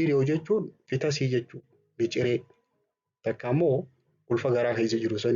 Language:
Oromo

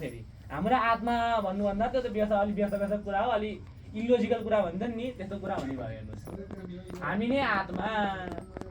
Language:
Nepali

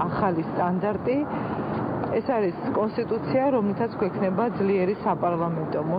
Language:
Georgian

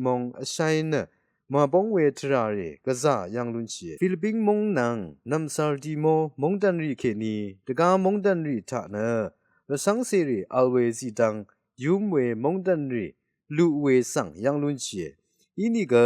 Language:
Rawang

